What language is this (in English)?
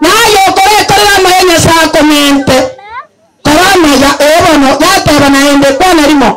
Gusii